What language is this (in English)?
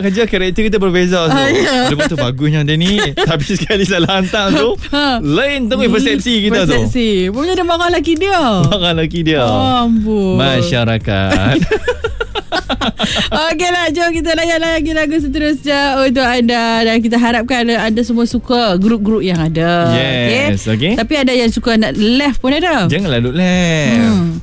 Malay